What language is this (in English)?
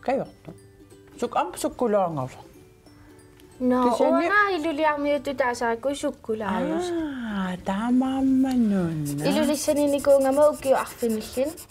Kalaallisut